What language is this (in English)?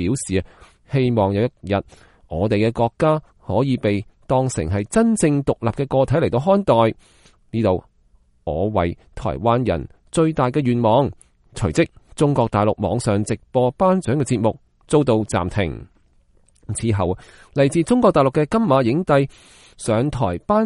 Cantonese